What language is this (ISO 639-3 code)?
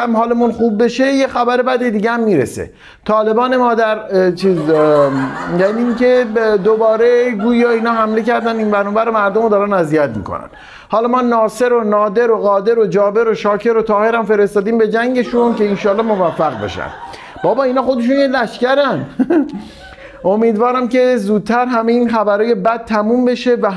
fas